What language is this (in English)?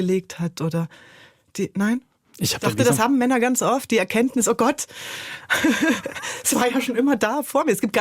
Swiss German